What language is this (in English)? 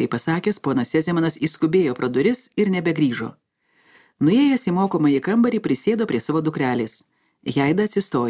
Lithuanian